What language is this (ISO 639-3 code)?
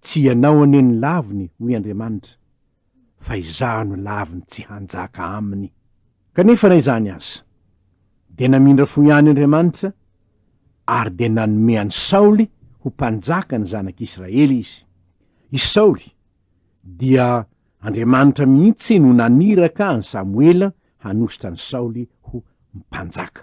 mlg